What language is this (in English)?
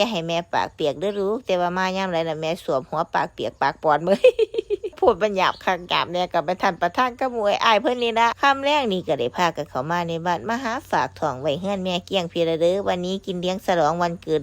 Northeastern Thai